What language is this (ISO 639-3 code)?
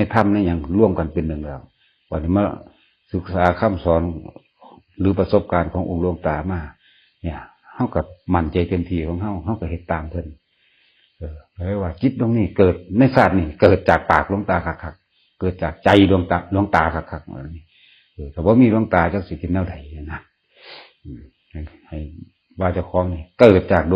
tts